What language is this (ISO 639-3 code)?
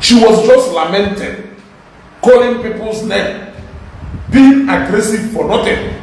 ibo